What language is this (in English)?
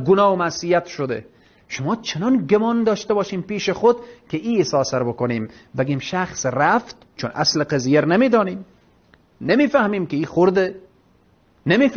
Persian